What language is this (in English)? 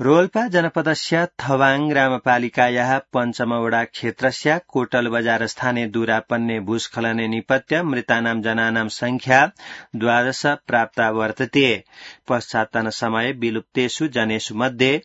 Sanskrit